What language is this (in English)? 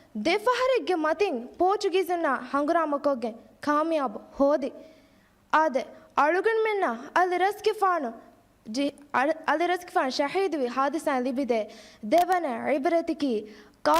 Divehi